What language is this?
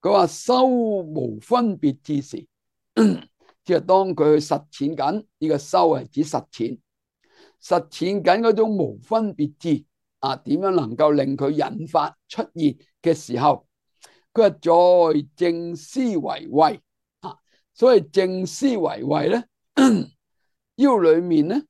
Cantonese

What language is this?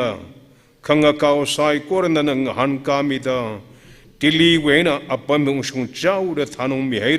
Tangkhul Naga (India)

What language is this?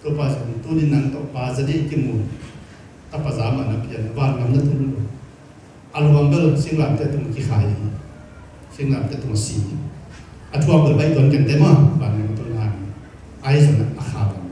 Tedim Chin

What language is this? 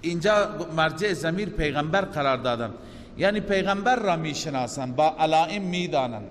Persian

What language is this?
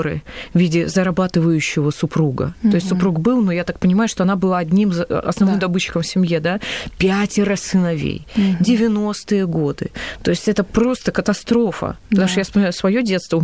Russian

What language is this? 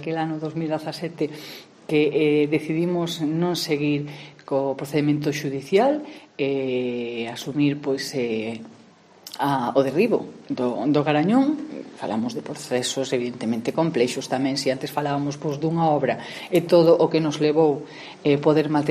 Galician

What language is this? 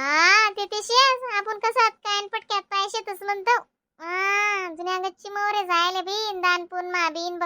Khandesi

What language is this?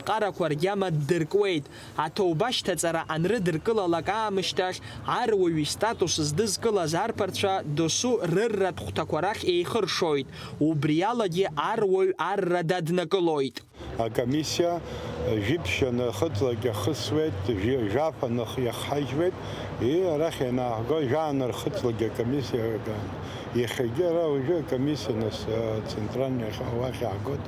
Abkhazian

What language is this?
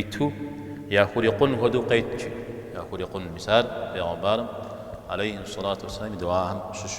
Kabardian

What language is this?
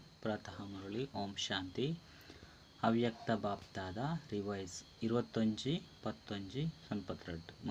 Tulu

